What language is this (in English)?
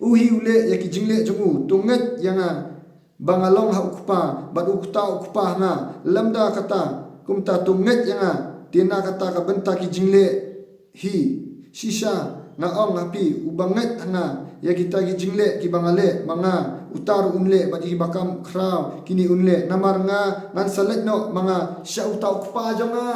Khasi